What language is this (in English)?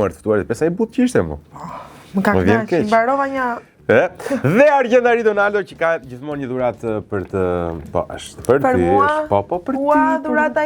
Albanian